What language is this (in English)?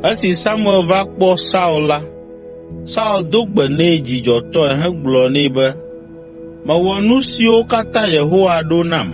Ewe